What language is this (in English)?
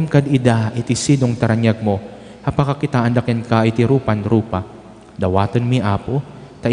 Iloko